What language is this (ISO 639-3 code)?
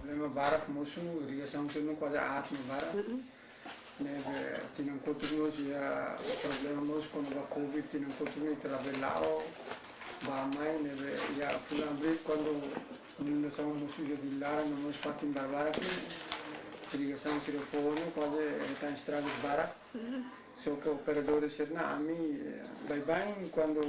tet